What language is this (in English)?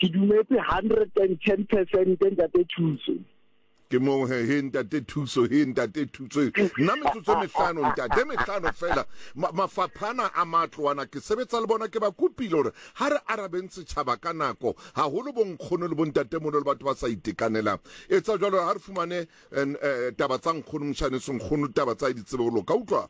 Southern Sotho